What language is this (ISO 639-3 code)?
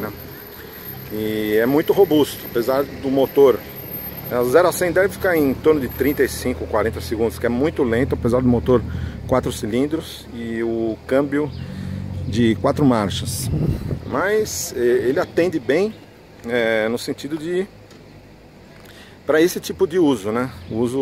por